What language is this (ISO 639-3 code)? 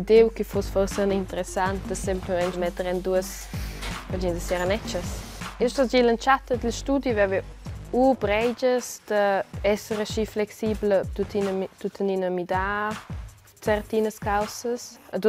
roh